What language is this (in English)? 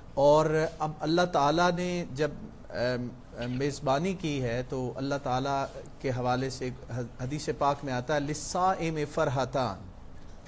Urdu